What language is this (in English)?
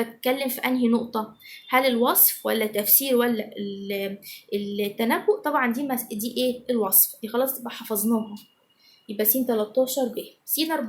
Egyptian Arabic